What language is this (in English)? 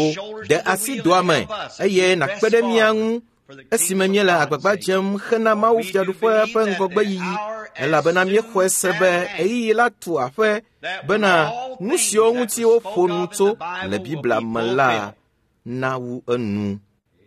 Ewe